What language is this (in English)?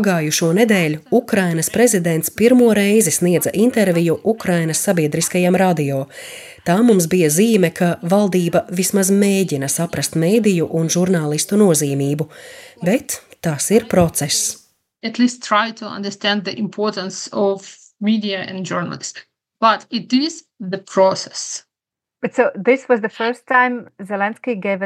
Latvian